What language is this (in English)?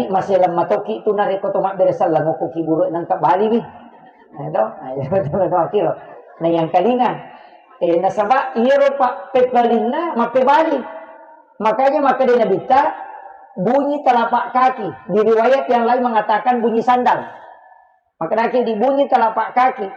Buginese